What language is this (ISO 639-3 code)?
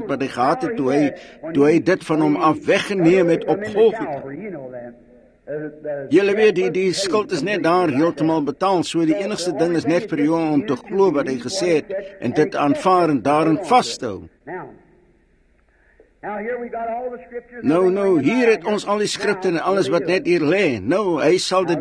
afr